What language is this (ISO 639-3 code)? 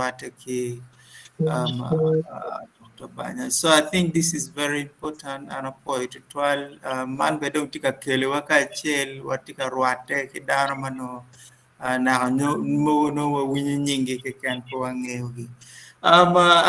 ach